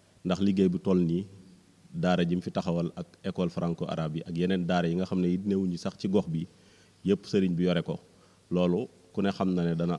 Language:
Wolof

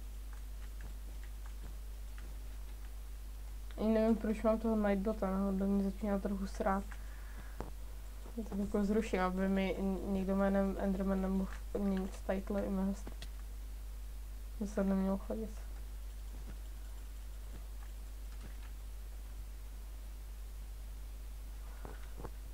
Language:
Czech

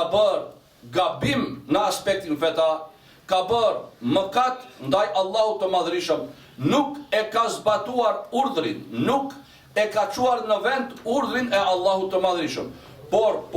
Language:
Albanian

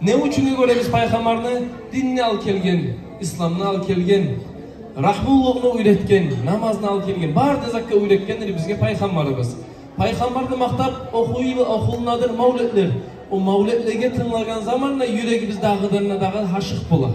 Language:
Kumyk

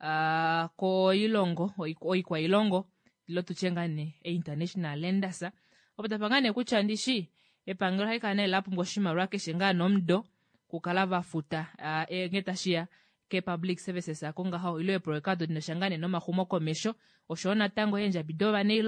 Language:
Kuanyama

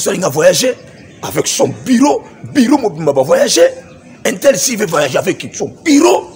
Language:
Lingala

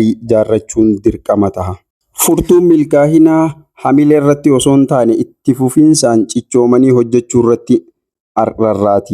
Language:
Oromo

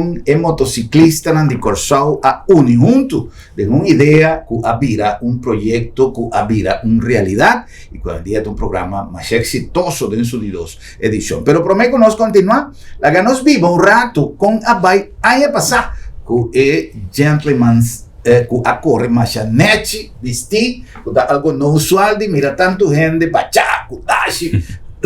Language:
Papiamento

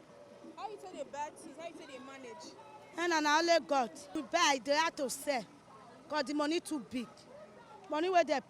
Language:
Nigerian Pidgin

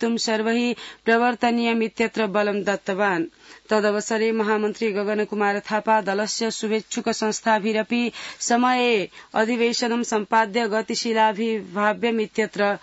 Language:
Sanskrit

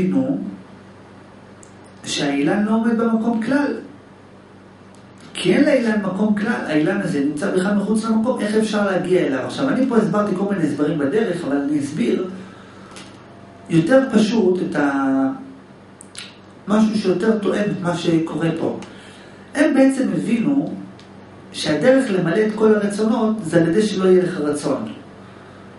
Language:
Hebrew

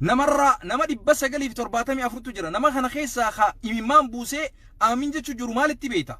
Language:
Oromo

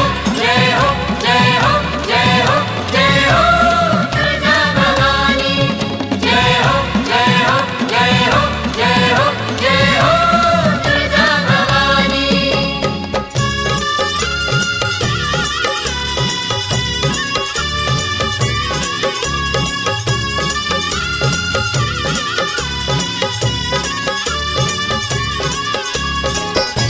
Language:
Marathi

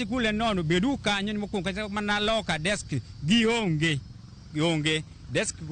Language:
Luo (Kenya and Tanzania)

